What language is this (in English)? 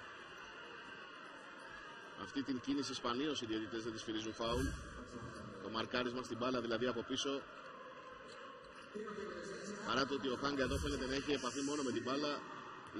Greek